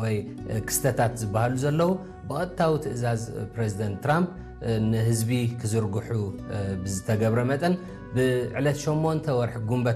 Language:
Tigrinya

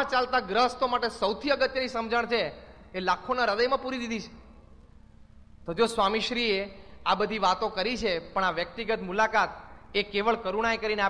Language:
Gujarati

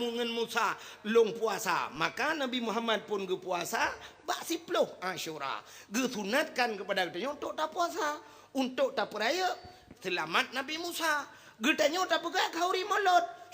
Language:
Achinese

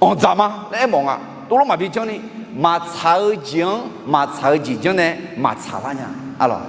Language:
Akha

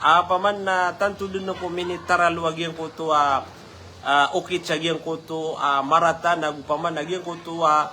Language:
Maranao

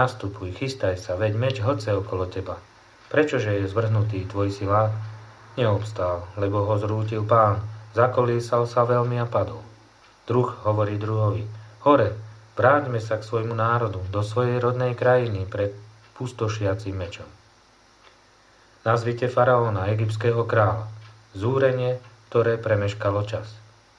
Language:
Slovak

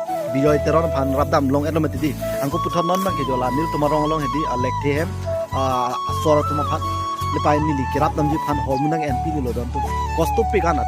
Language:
Karbi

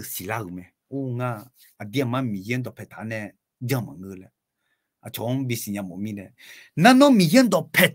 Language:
Akha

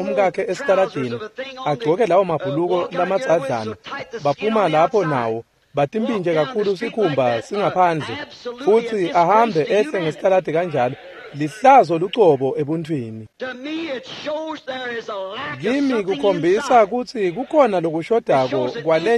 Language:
Swati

